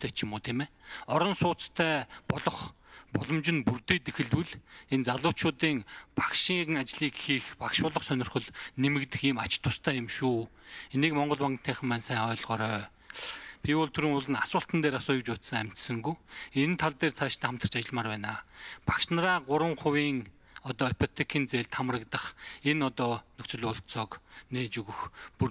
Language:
Mongolian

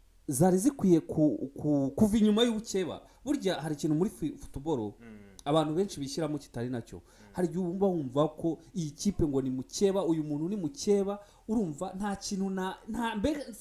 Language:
Kinyarwanda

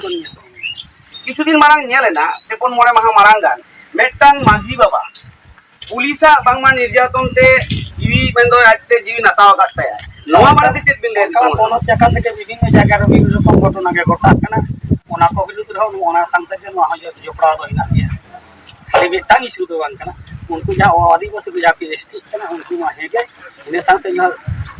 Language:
Santali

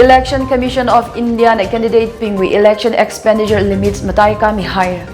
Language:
Tangkhul Naga (India)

